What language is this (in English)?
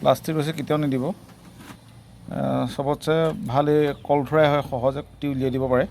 Assamese